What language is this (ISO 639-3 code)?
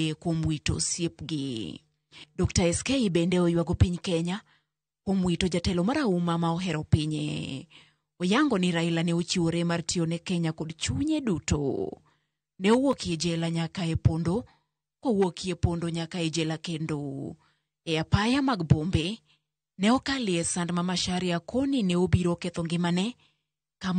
luo